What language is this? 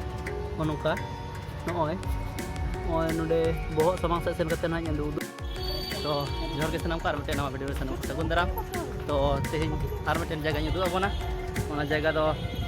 Santali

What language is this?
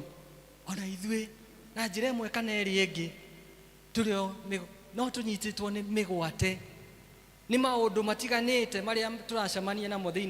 Kikuyu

